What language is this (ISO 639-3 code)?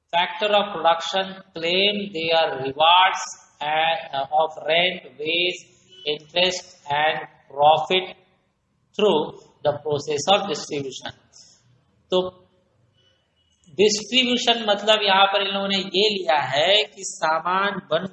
hin